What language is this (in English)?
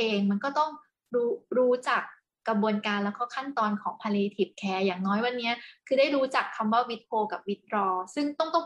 Thai